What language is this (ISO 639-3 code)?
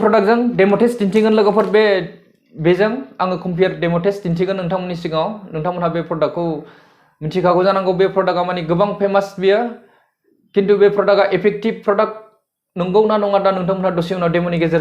brx